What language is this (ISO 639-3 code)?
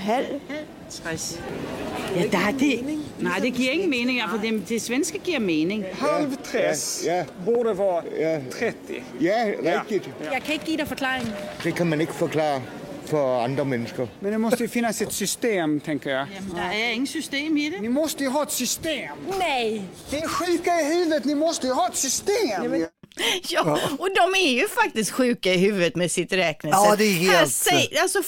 swe